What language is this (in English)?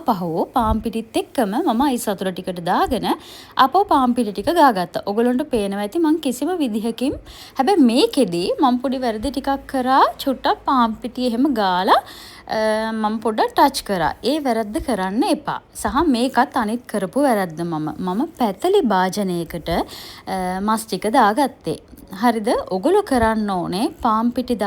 Sinhala